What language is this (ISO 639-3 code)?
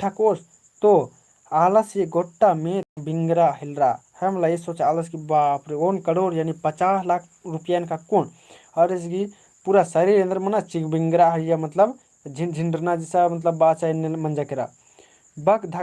kru